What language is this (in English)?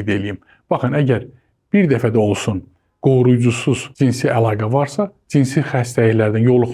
Azerbaijani